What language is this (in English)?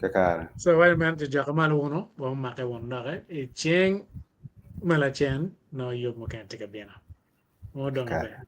Acoli